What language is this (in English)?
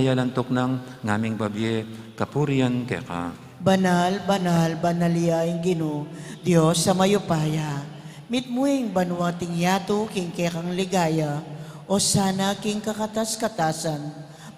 Pampanga